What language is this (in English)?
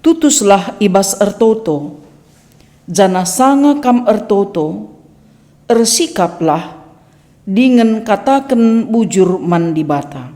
Batak Karo